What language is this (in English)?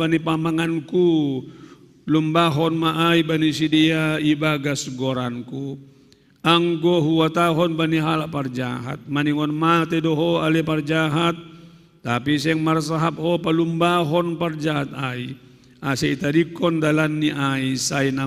Batak Simalungun